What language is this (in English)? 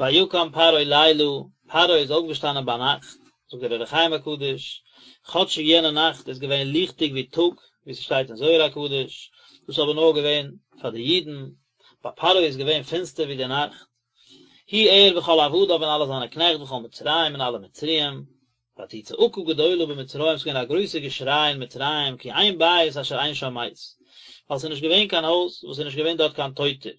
Yiddish